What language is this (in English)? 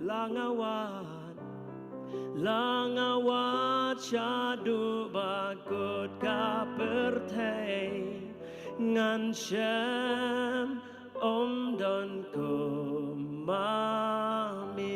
Khasi